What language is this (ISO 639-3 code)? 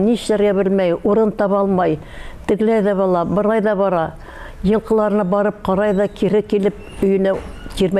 bak